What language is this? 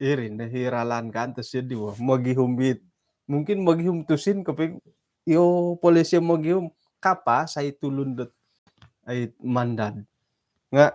Central Dusun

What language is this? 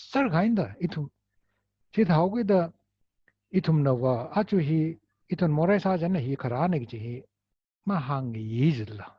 Tangkhul Naga (India)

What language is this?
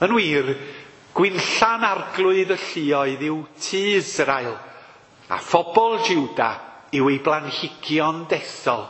Welsh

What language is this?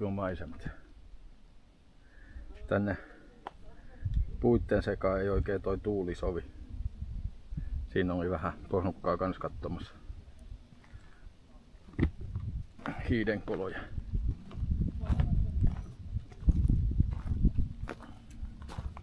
Finnish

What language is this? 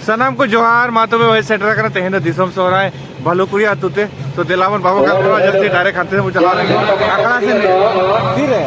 Santali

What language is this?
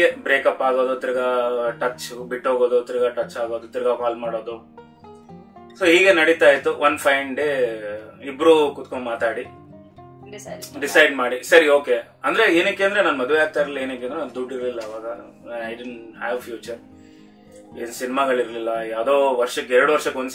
Kannada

